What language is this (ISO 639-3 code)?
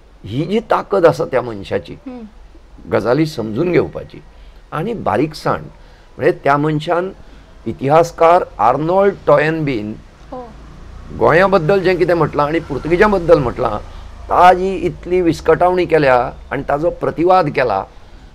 kok